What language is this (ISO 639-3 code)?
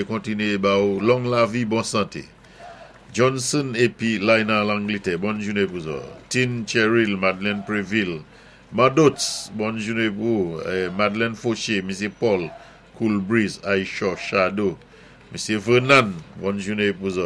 acf